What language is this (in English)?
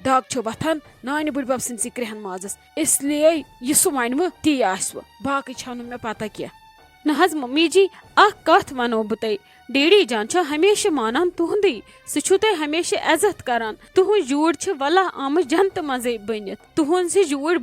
Kashmiri